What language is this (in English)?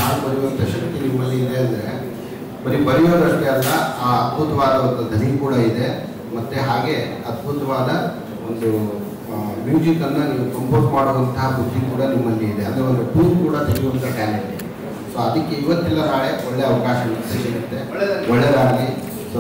Kannada